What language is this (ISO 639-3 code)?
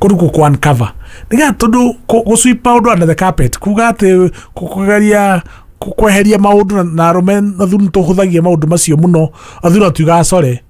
kik